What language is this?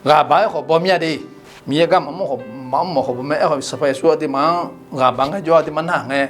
Akha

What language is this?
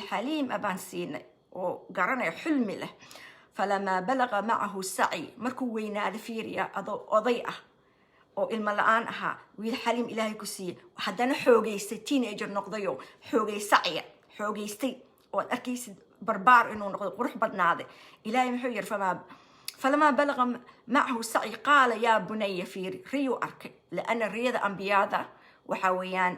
Somali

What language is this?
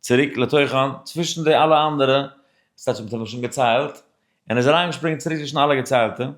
Yiddish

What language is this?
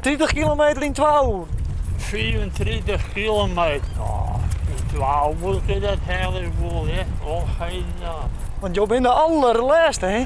Western Frisian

